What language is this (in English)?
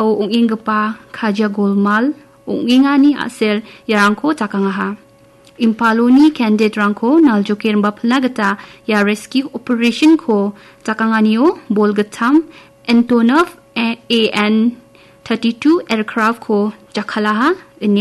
Garo